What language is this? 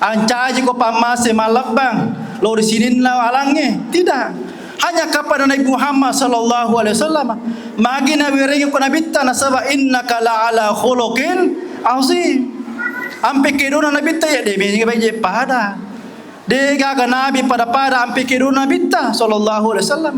Buginese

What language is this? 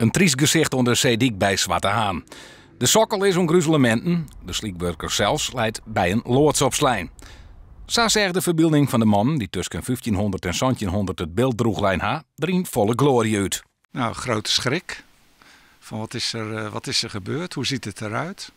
Western Frisian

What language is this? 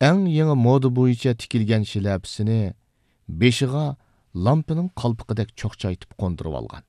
Uyghur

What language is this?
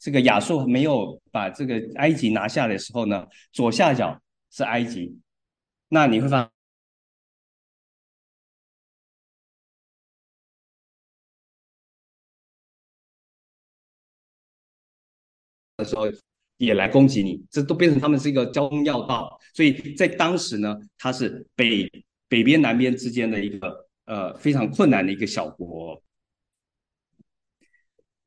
Chinese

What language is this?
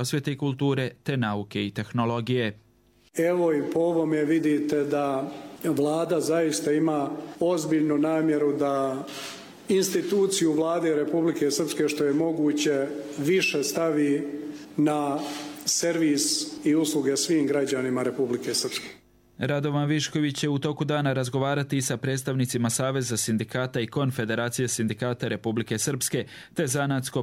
Croatian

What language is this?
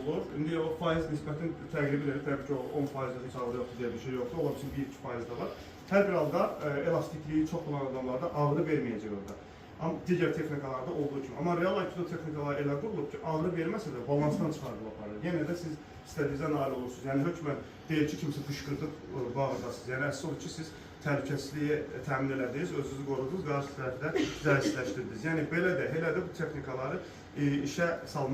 Azerbaijani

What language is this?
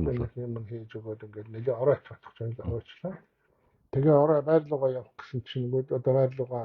Mongolian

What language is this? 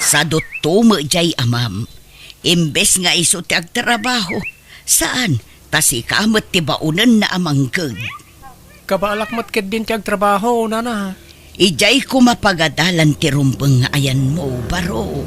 Iloko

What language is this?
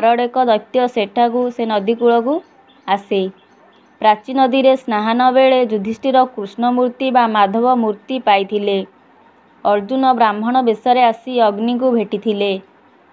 Odia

